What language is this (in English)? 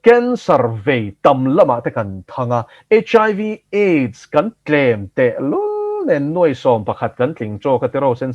Mizo